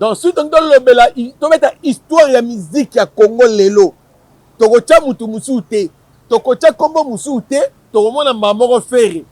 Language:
Lingala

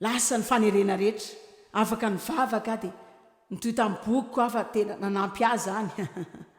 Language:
Malagasy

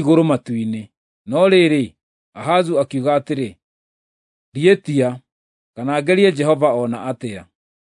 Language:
Kikuyu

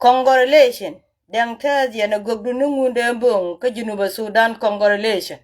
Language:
Nuer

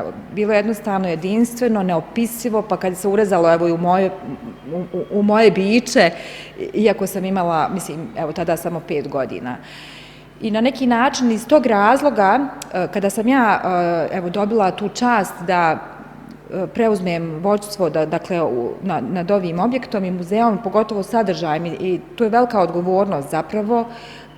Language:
Bosnian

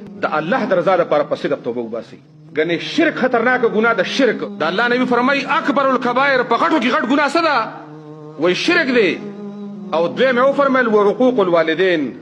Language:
Pashto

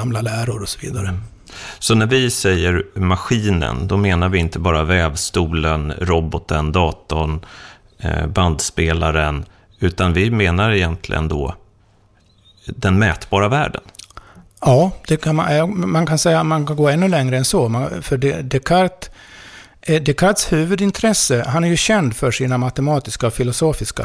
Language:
Swedish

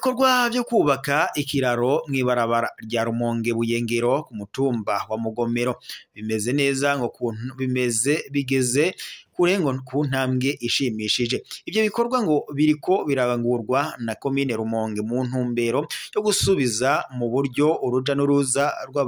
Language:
Rundi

